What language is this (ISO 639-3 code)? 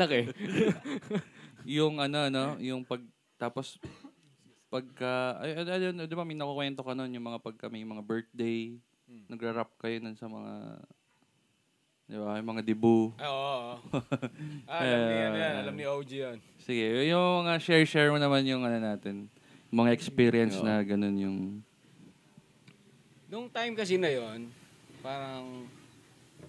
fil